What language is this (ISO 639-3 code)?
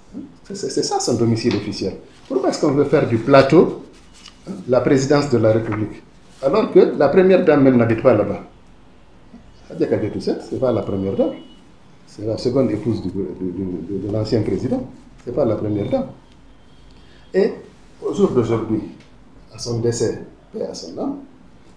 fra